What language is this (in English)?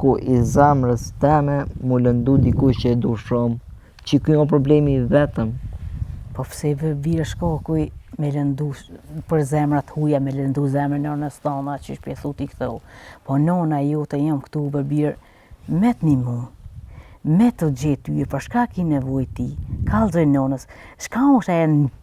Albanian